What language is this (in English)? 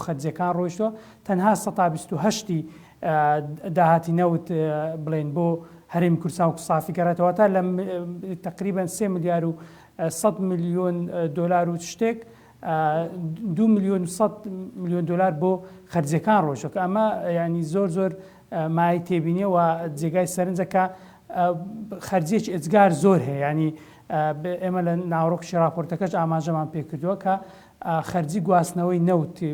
Central Kurdish